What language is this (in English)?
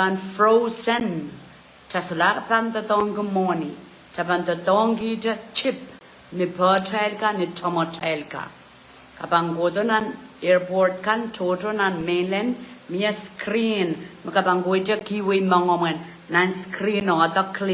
Pohnpeian